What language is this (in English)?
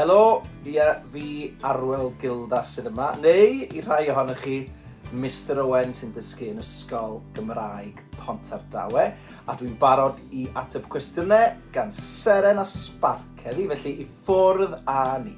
Welsh